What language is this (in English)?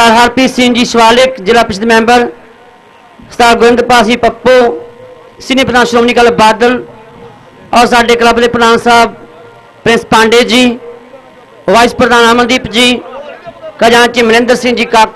Punjabi